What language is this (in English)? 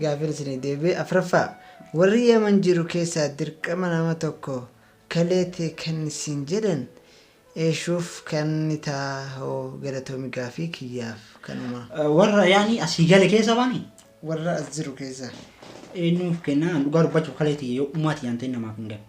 Oromo